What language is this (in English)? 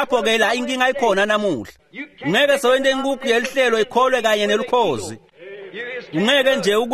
Swati